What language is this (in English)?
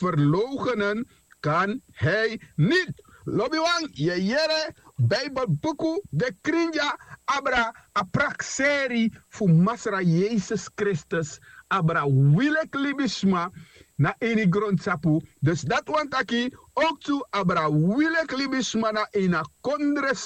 Sranan Tongo